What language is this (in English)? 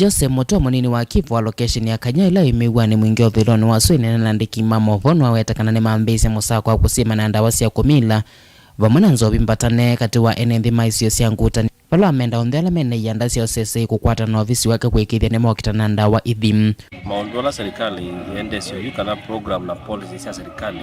Kamba